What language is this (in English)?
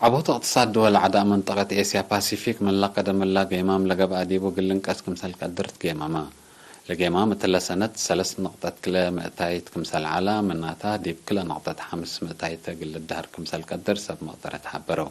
Tigre